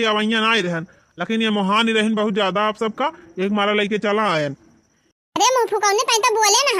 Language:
Awadhi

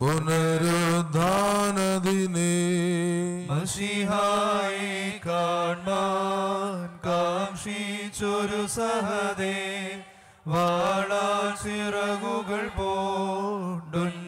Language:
Malayalam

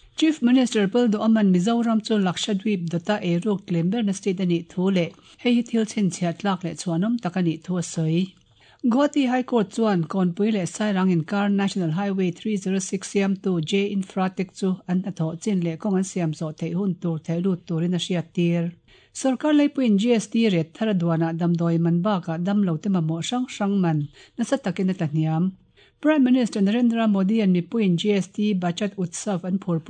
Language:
Mizo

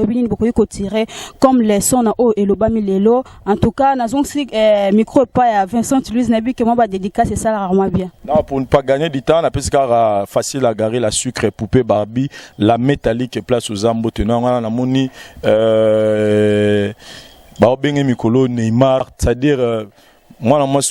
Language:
Lingala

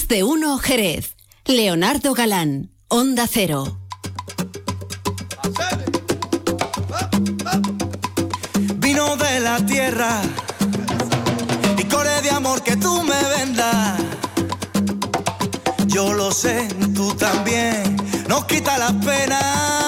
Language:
Spanish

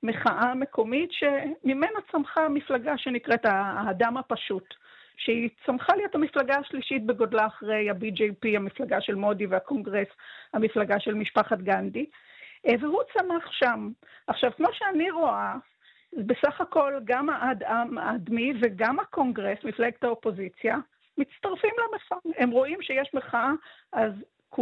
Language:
Hebrew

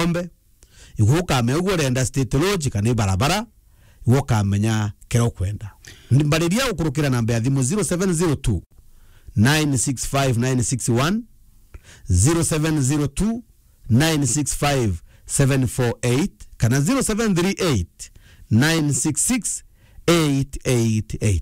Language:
Meru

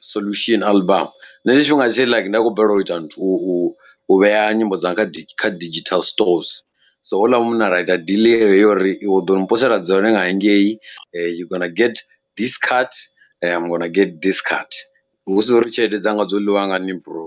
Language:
Venda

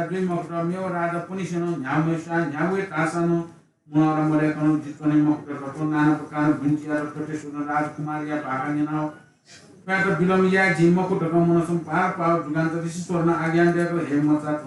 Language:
Newari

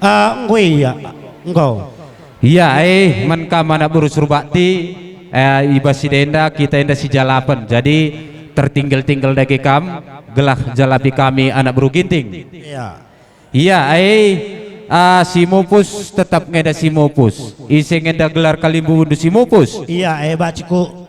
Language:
Batak Karo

